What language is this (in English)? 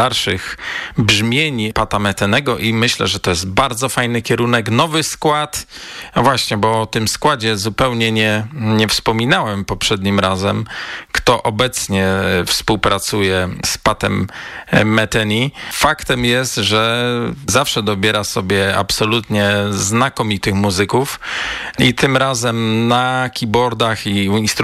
Polish